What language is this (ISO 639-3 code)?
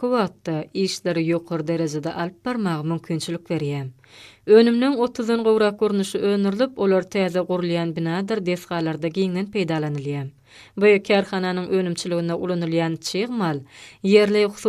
tuk